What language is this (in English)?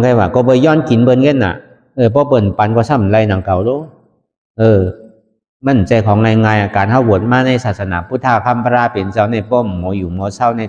Shan